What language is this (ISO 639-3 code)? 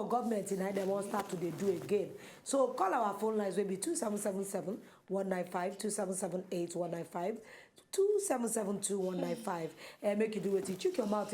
pcm